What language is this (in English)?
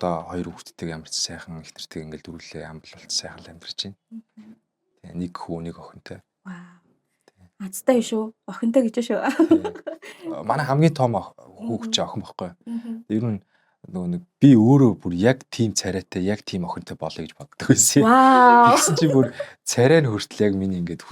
Mongolian